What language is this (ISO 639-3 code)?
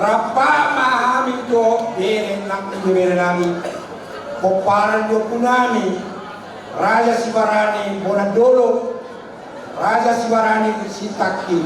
bbc